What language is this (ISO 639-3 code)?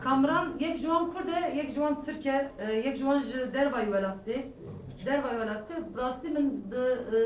kur